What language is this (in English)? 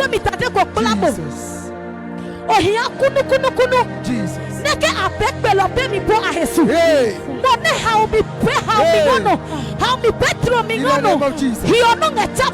Adangme